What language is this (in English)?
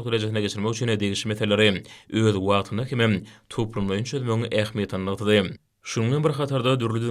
Turkmen